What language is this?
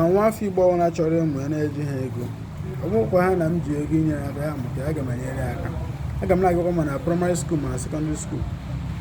Igbo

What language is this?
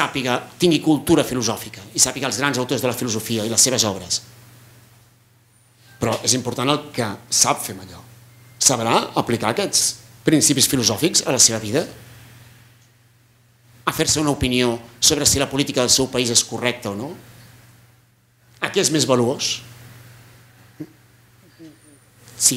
Catalan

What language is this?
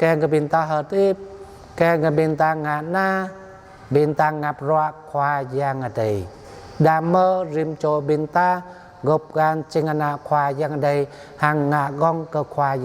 Jarai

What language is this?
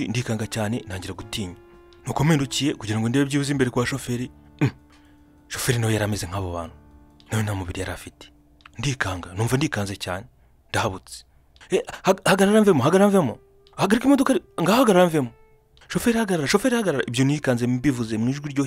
Kinyarwanda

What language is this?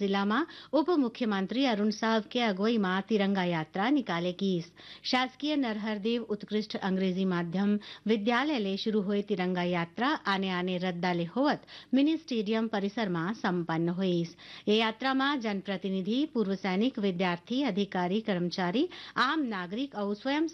Chhattisgarhi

